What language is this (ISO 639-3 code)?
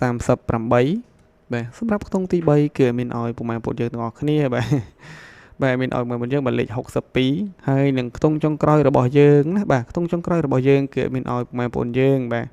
khm